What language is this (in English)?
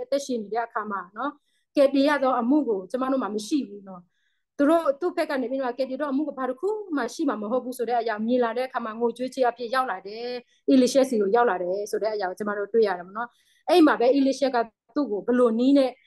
Burmese